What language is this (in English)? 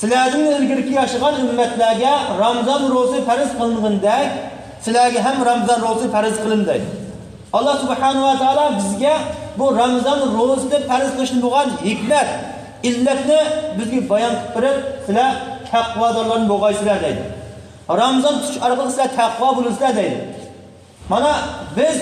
Uyghur